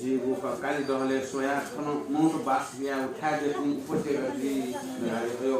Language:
Newari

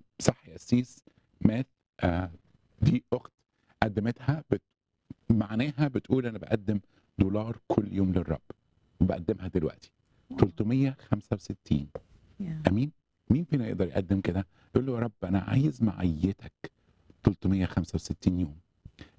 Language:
Egyptian Arabic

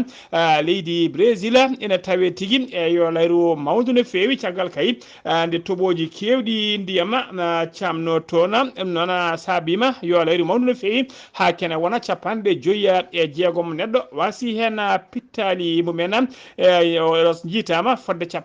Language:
Fula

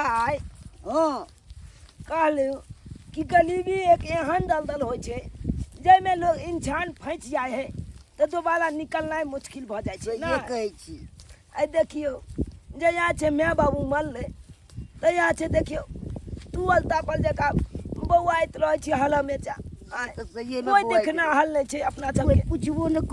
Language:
Maithili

